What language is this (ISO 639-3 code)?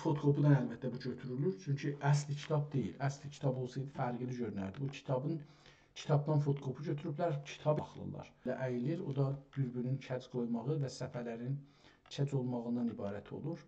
azb